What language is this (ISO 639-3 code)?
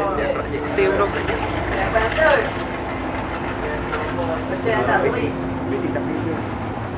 msa